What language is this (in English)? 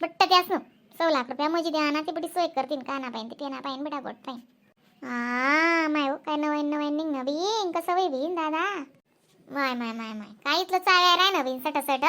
Khandesi